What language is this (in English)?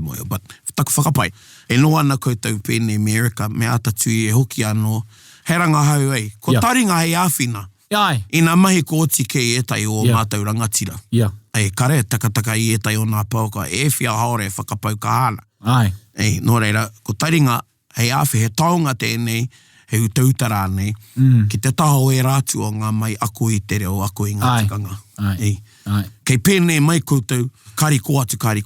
Māori